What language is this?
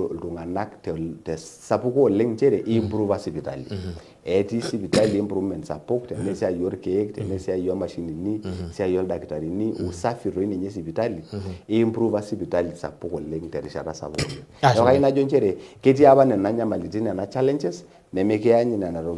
Masai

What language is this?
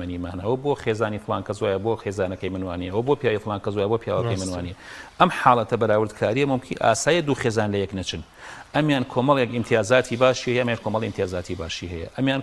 Central Kurdish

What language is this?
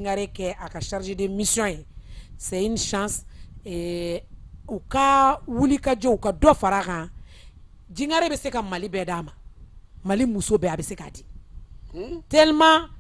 Bambara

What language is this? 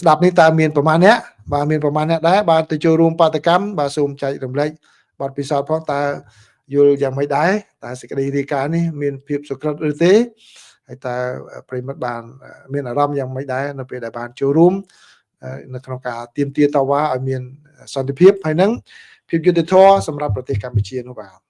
Khmer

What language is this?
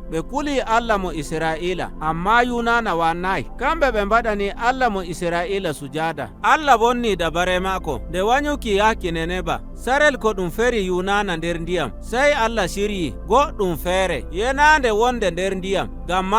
Nigerian Fulfulde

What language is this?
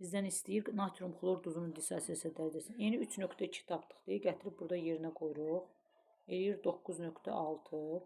Azerbaijani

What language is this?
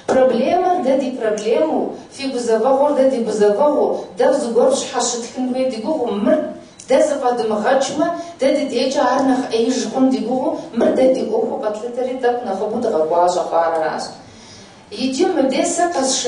Kabardian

